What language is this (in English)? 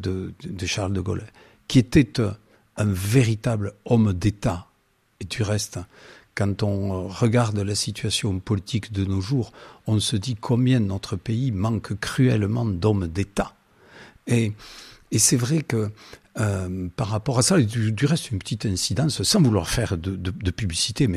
French